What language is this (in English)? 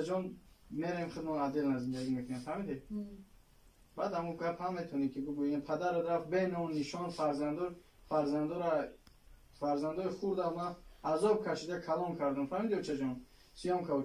Tajik